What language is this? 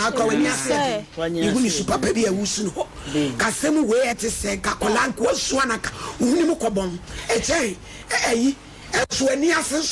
Akan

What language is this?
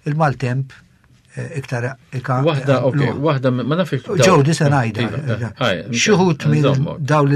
Maltese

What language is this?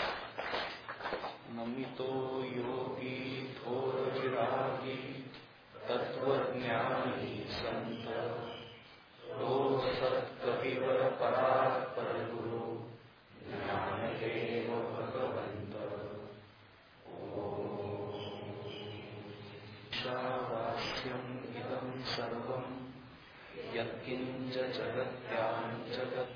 Marathi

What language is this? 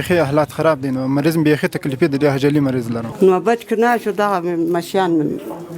Pashto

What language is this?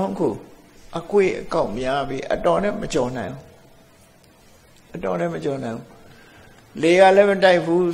Burmese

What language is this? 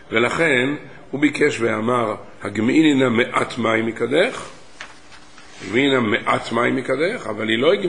Hebrew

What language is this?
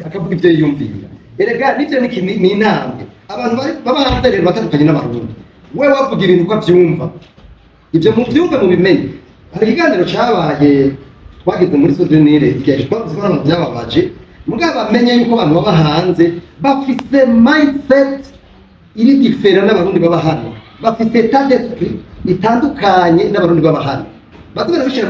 Rundi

